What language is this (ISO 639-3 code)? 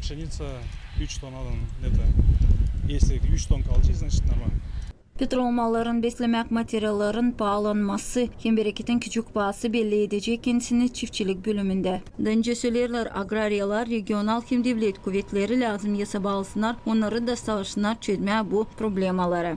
gag